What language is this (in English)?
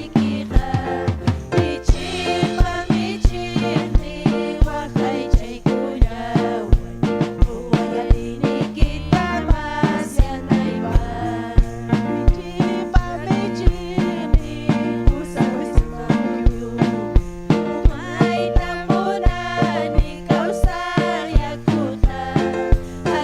Ayacucho Quechua